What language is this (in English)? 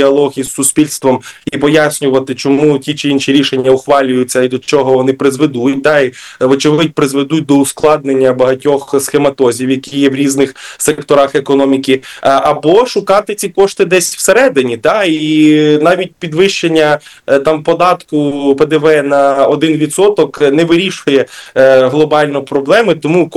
Ukrainian